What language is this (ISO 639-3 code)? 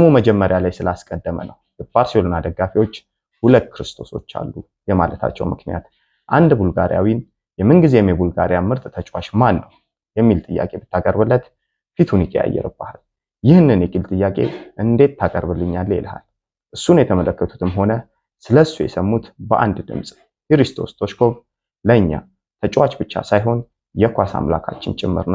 amh